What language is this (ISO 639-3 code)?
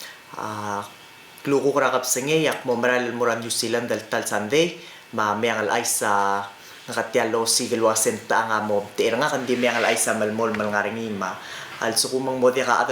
pau